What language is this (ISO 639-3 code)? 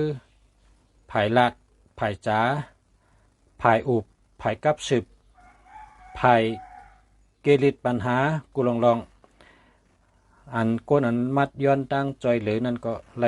shn